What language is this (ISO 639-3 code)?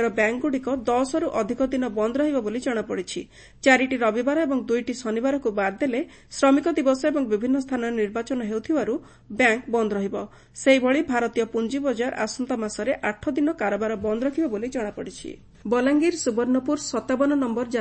ori